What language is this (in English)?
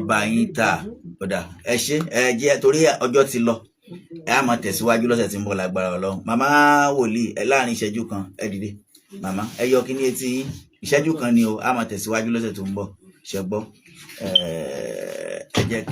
Yoruba